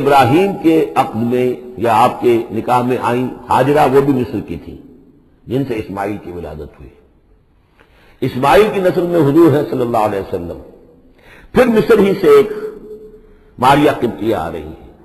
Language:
Urdu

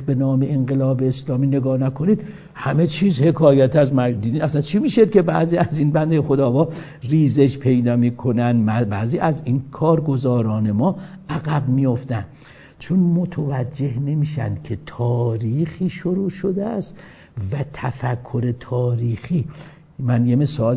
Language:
Persian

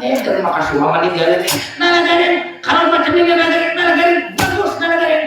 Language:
Banjar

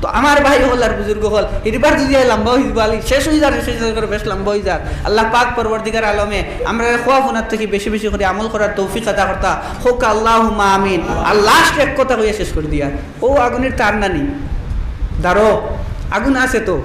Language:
Sylheti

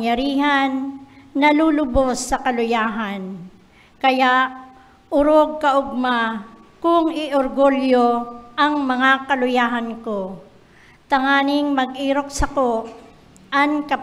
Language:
Bikol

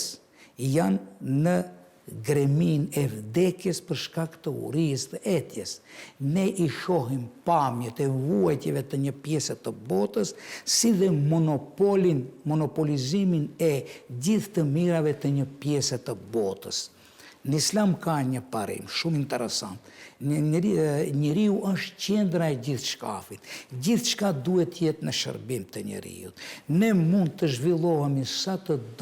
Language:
Albanian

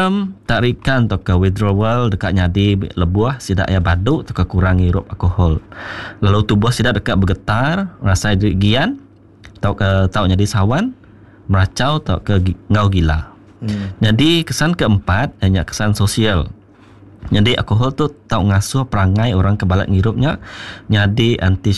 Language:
Iban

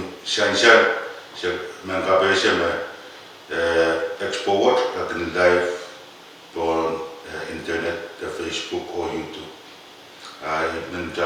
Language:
Pohnpeian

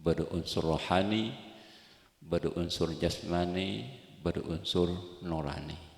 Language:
Madurese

